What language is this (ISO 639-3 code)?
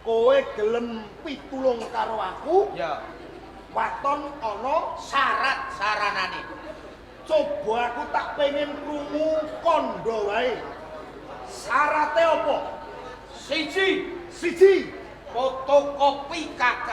jav